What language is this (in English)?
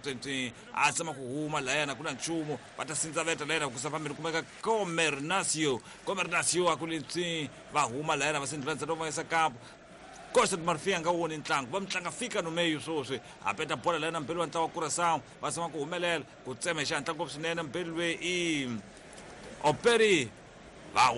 Tsonga